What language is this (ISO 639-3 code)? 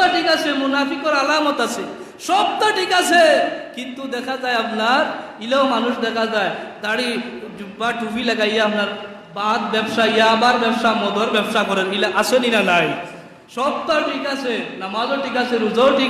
syl